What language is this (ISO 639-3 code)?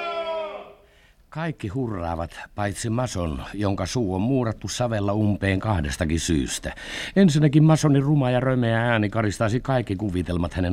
fin